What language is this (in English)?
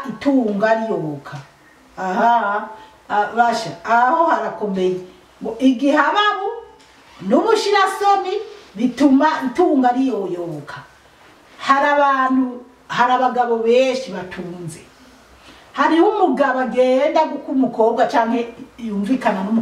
Rundi